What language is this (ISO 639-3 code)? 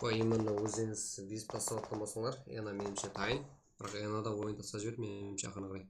kaa